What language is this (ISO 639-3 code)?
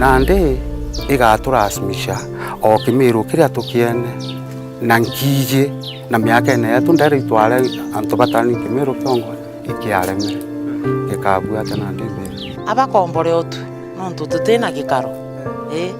mer